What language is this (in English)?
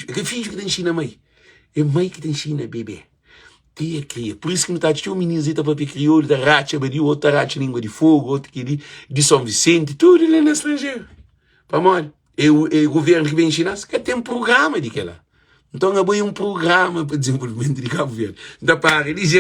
Kabuverdianu